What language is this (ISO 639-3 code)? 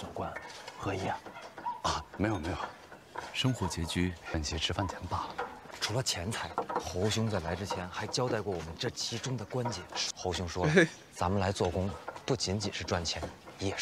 zho